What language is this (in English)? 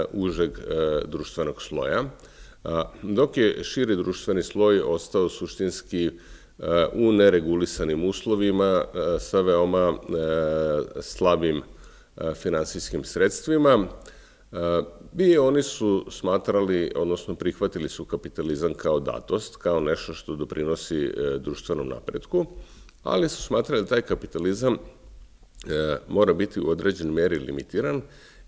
Serbian